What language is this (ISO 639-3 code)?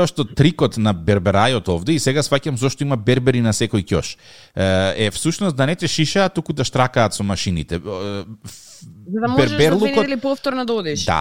mkd